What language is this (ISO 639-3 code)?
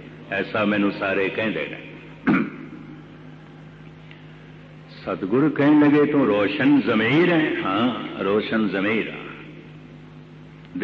pan